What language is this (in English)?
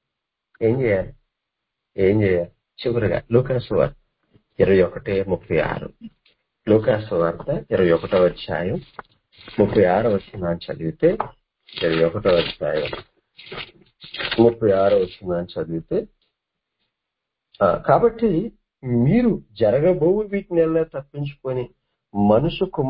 Telugu